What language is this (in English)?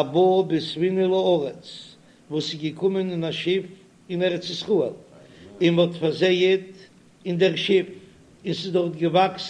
Yiddish